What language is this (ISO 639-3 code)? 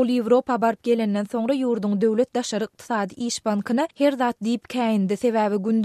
tuk